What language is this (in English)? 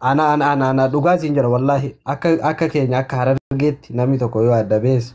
Oromo